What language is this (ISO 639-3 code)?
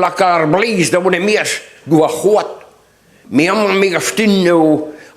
bre